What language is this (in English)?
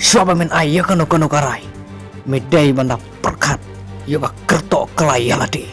Khasi